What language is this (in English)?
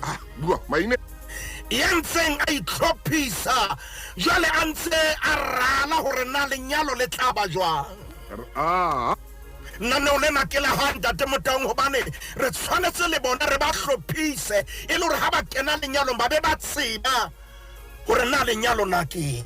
Southern Sotho